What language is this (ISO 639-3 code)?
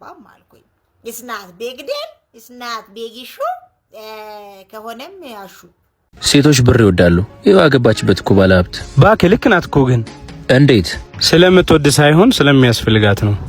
amh